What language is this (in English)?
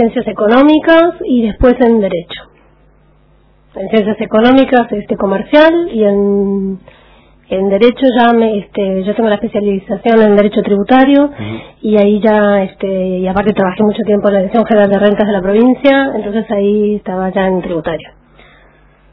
Spanish